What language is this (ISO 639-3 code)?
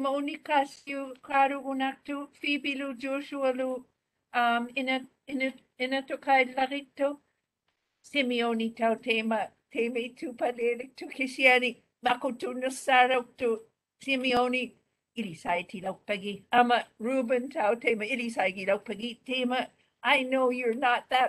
mri